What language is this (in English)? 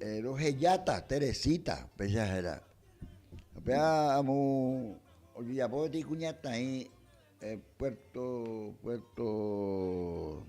Guarani